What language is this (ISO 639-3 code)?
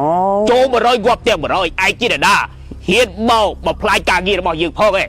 khm